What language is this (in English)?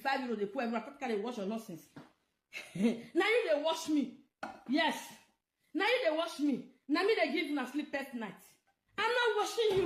Nigerian Pidgin